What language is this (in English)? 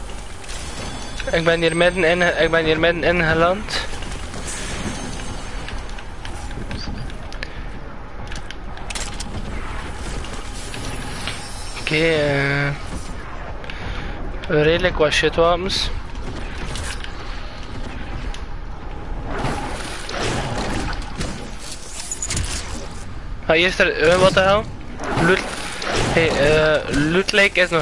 Dutch